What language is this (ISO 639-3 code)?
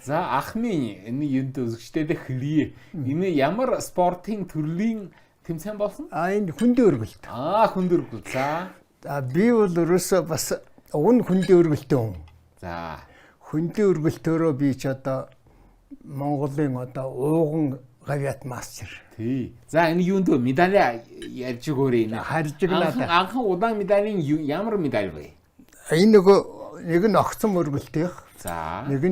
mon